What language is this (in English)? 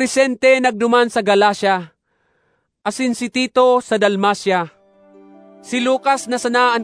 Bikol